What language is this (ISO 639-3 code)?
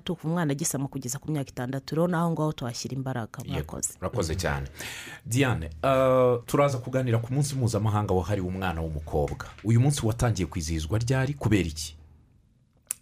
kin